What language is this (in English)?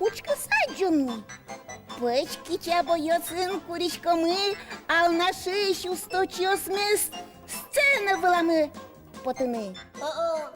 Udmurt